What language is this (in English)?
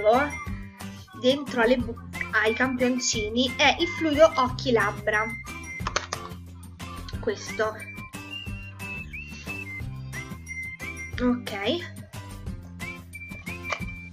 Italian